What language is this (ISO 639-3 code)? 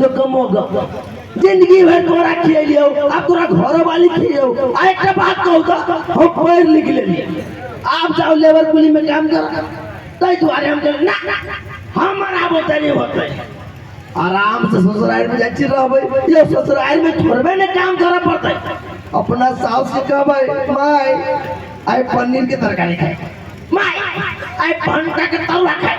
mai